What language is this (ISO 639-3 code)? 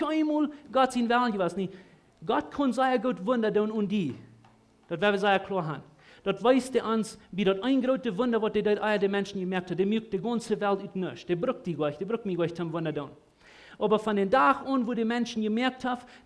pdt